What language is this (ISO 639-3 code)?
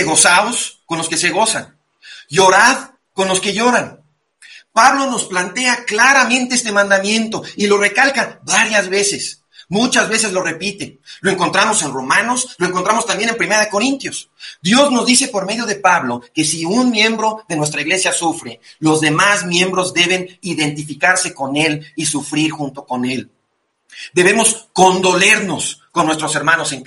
spa